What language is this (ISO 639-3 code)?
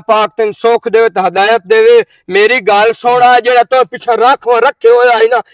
lah